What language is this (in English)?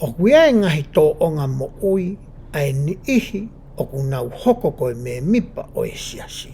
Tongan